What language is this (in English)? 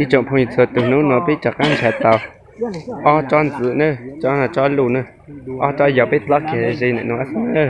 Hmong